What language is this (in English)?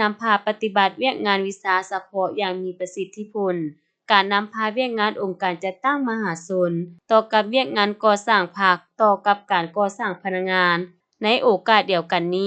Lao